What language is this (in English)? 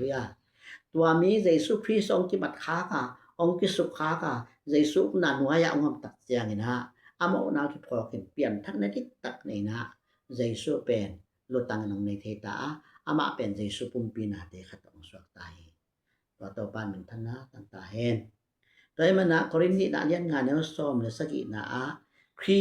Tedim Chin